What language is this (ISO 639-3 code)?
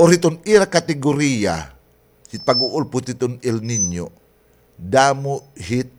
war